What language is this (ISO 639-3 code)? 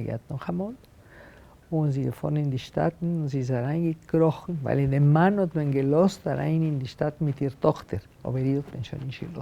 yid